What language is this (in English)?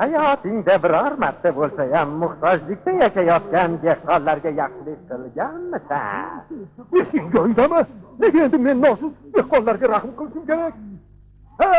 Uzbek